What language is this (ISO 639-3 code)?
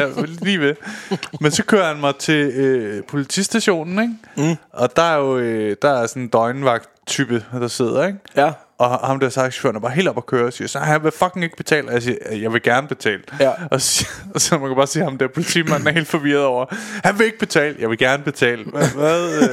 dan